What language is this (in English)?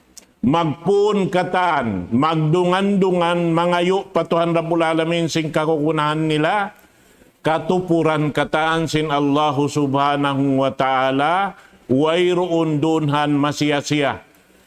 Tausug